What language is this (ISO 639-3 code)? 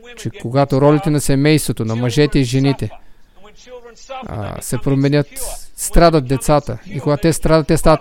bul